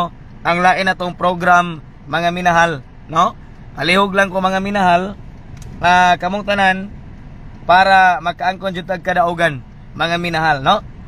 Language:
Cebuano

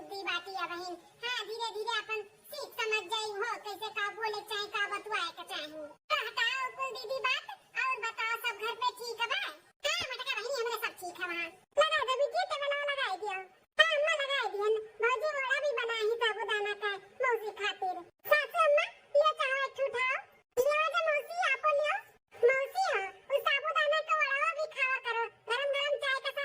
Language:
Awadhi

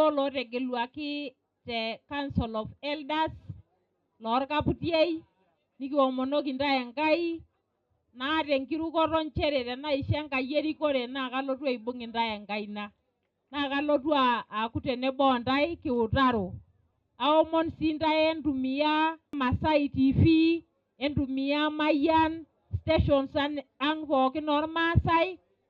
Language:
Masai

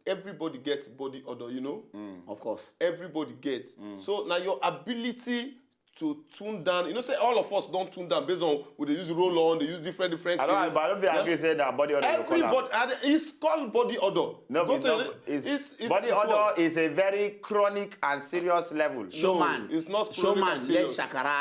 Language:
Nigerian Pidgin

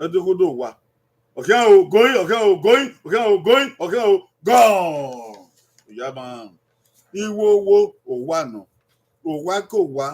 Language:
Bini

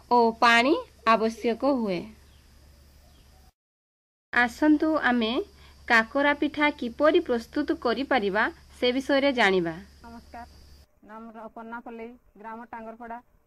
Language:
Odia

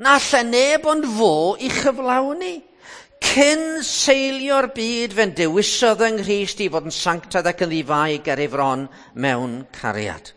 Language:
Welsh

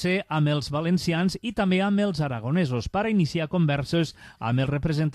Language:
Catalan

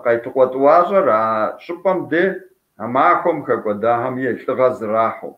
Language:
Kabardian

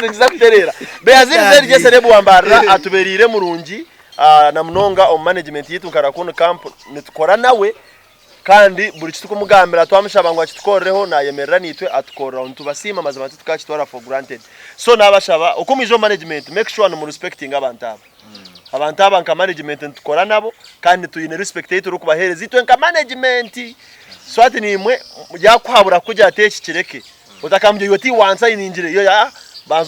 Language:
Nyankole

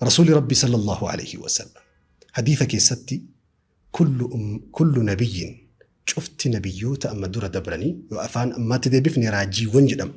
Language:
Oromo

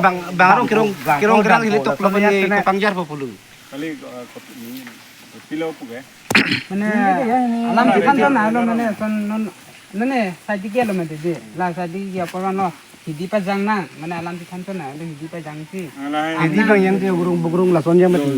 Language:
Karbi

